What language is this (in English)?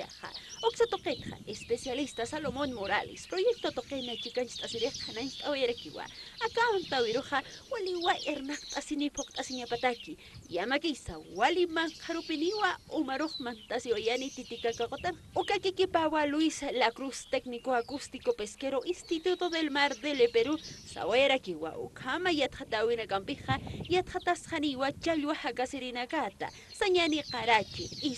Aymara